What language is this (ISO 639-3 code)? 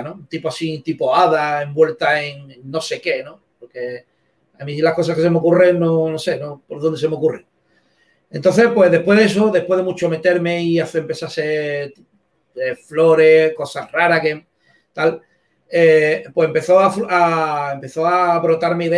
spa